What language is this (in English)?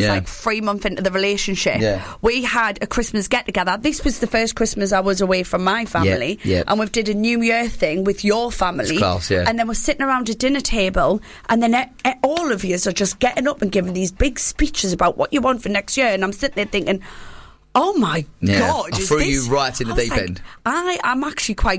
English